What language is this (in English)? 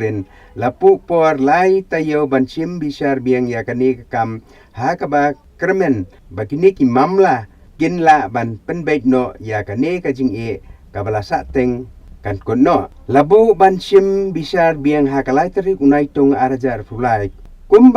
Khasi